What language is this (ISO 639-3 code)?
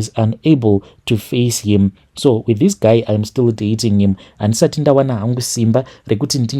sna